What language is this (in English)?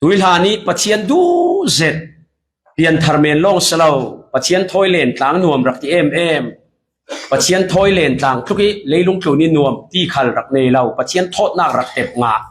Falam Chin